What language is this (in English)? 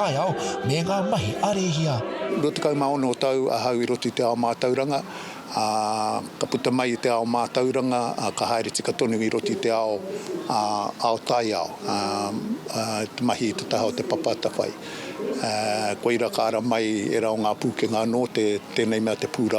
Māori